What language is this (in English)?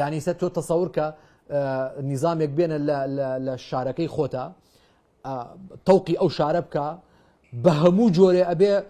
Central Kurdish